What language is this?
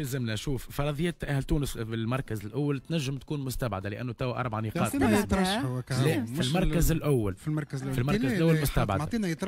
Tunisian Arabic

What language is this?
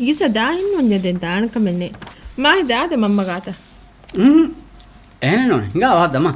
Divehi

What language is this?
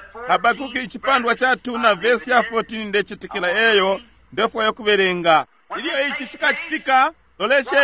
Bemba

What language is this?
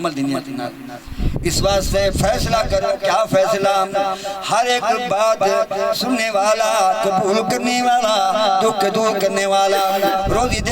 Saraiki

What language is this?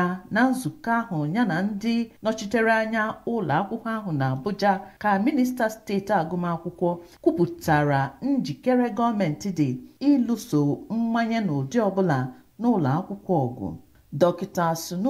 Igbo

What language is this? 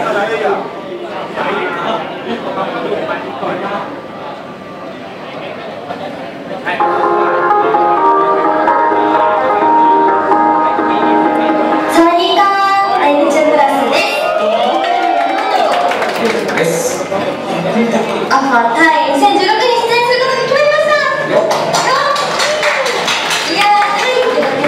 Japanese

